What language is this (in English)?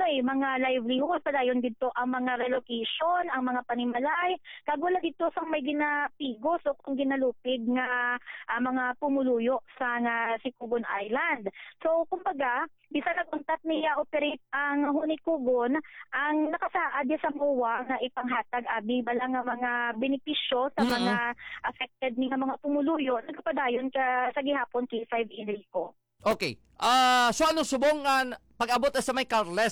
Hiligaynon